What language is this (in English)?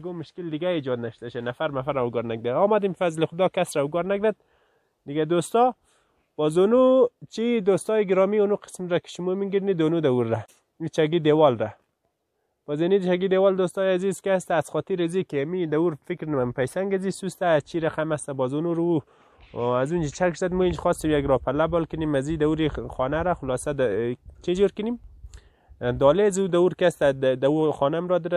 Hazaragi